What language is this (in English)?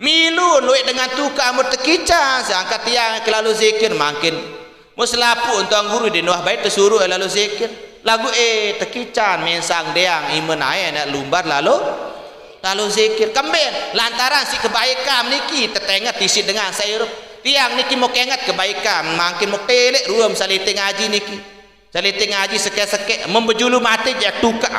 Sasak